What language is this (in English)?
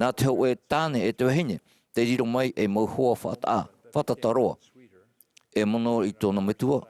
Tahitian